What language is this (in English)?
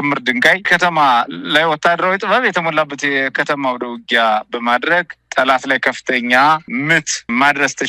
Amharic